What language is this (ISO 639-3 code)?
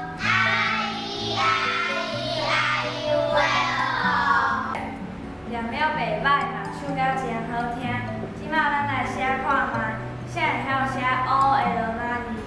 nan